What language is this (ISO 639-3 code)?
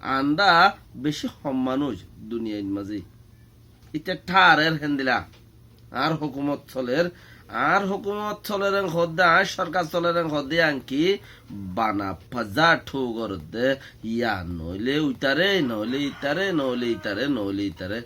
rhg